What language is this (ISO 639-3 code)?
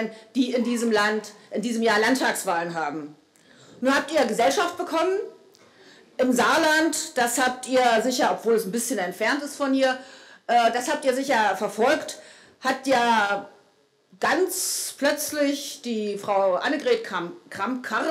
deu